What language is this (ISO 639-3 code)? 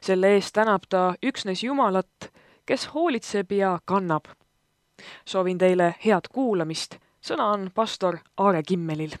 est